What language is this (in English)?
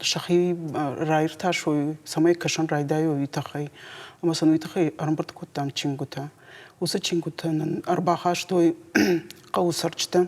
Ossetic